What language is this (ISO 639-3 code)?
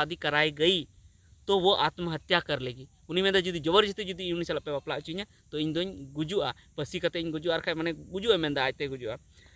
sat